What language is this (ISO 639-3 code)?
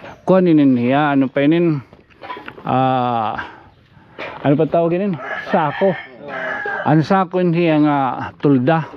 war